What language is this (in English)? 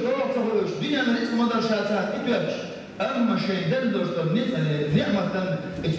Chechen